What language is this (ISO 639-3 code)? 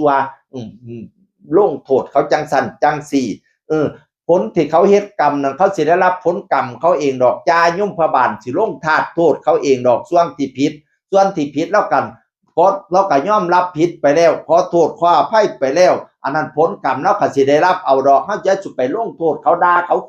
tts